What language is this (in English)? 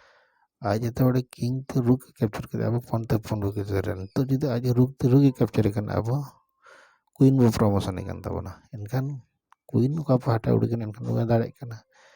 Santali